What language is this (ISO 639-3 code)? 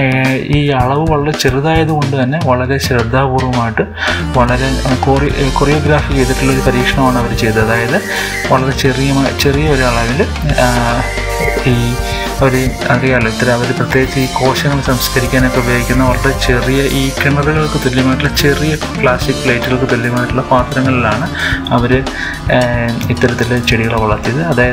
mal